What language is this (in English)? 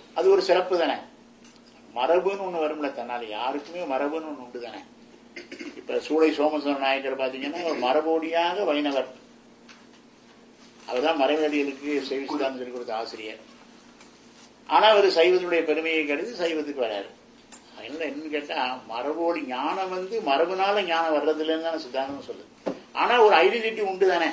Tamil